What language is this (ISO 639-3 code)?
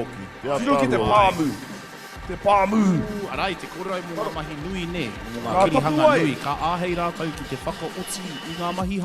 mri